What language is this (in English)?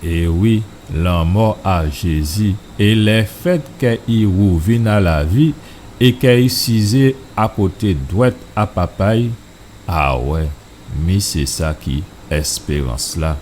Guadeloupean Creole French